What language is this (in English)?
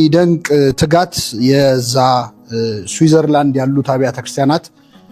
Amharic